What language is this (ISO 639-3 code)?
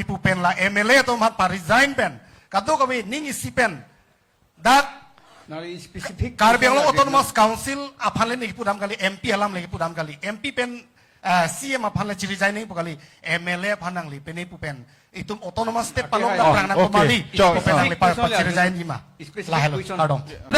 mjw